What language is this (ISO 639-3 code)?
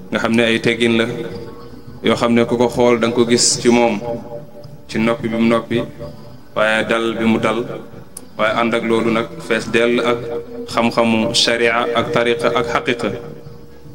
wol